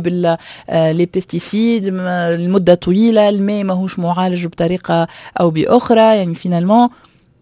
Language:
Tunisian Arabic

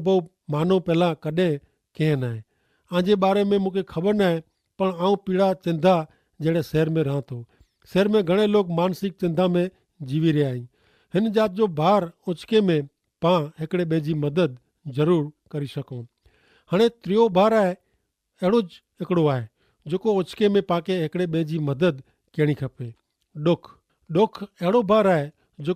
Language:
Kachhi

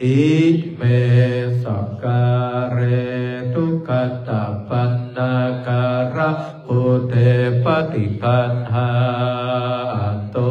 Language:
Pali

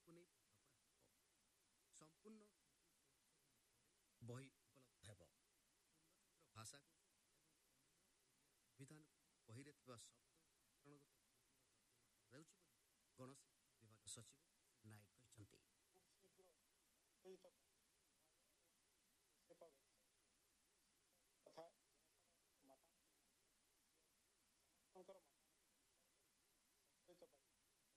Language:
Odia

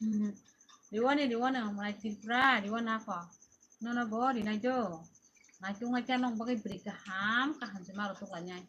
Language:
Kok Borok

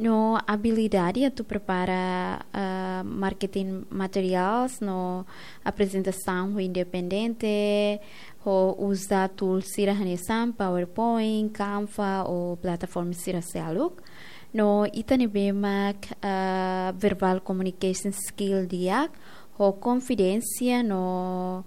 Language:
Tetum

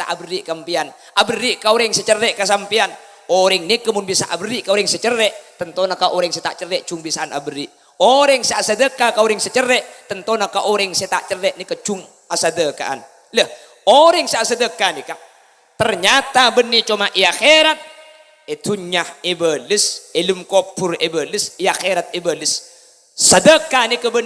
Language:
Madurese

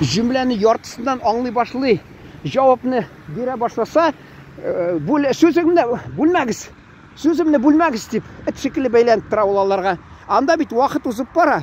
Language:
Tatar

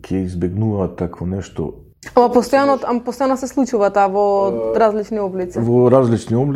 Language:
Macedonian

